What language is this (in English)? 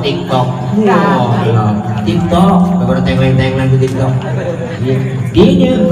Betawi